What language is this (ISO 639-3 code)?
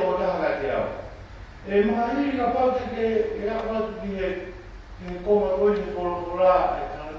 ton